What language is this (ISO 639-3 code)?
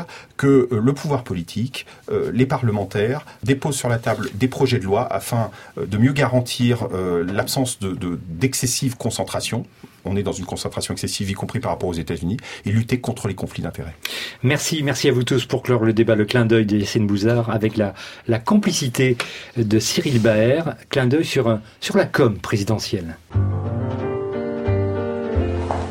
fra